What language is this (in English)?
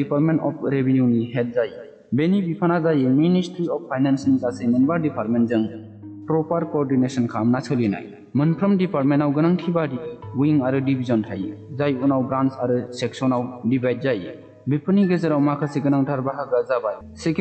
Bodo